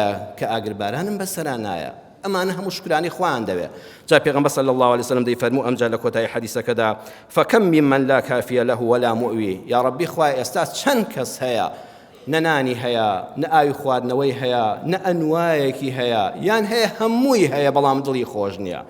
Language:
Central Kurdish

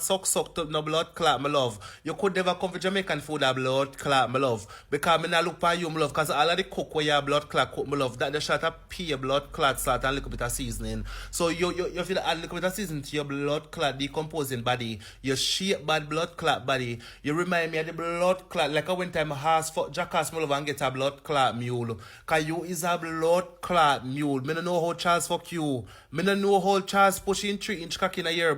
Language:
Jamaican Creole English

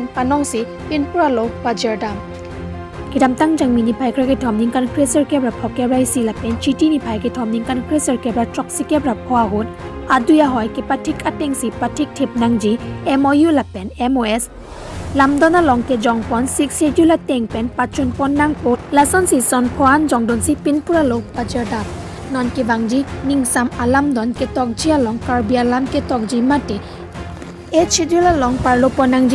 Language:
Karbi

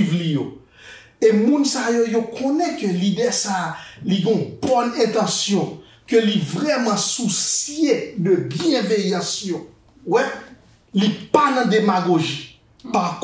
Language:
Haitian Creole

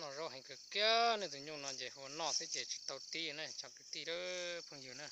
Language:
Hmong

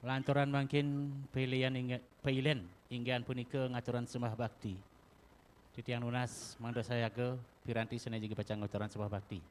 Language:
Balinese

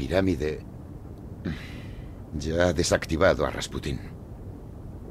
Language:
Spanish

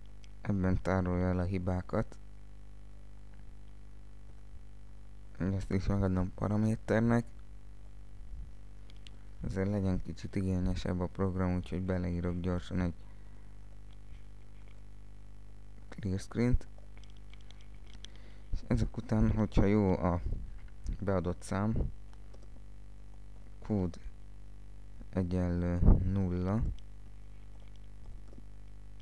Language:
Hungarian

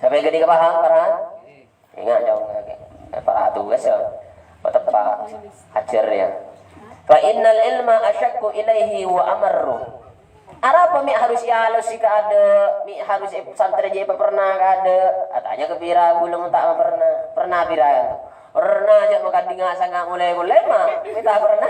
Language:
Madurese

